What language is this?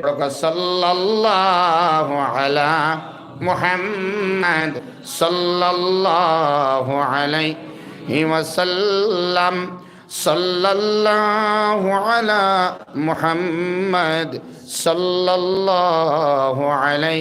Sylheti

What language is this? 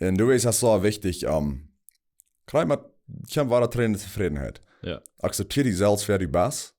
Plautdietsch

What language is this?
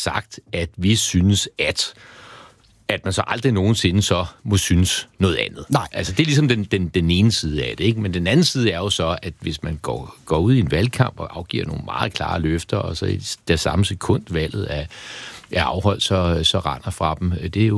Danish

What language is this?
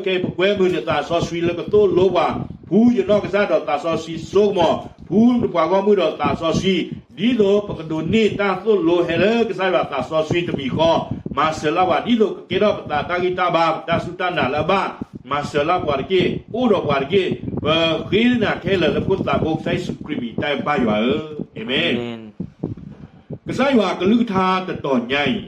S'gaw Karen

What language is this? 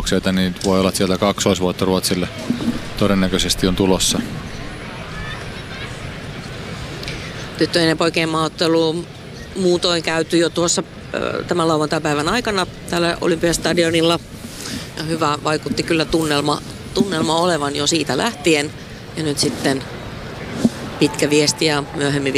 Finnish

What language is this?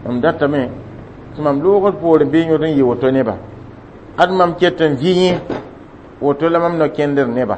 Mossi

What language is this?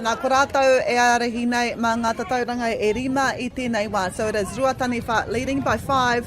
Māori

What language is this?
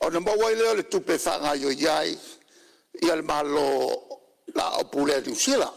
Samoan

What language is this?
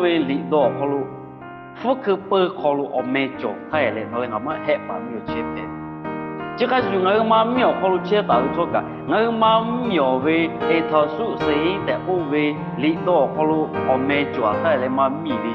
Lahu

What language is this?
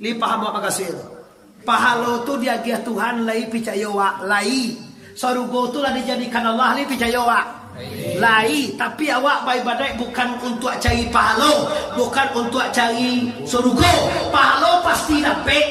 Minangkabau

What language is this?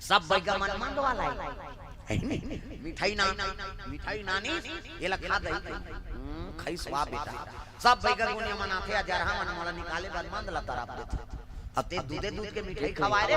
Chhattisgarhi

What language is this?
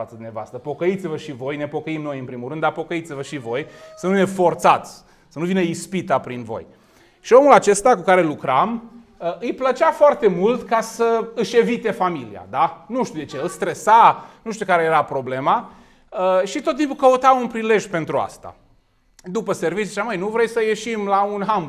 Romanian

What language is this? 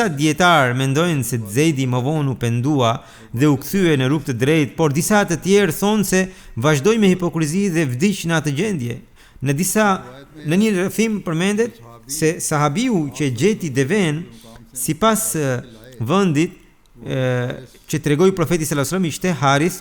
Albanian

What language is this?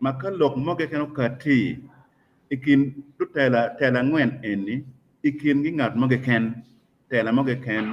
Acoli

